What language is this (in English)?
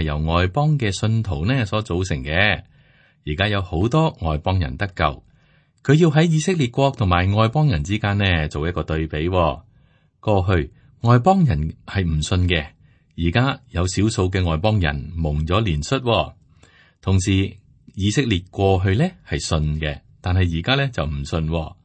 Cantonese